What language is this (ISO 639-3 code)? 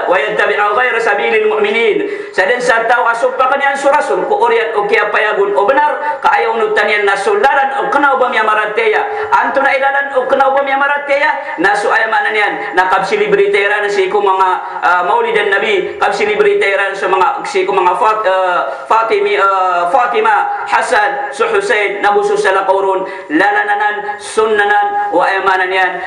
mrw